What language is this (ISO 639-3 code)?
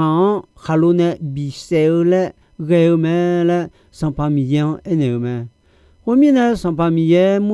ahk